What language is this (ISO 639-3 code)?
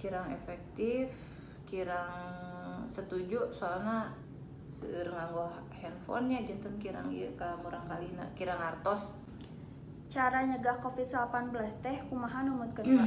sun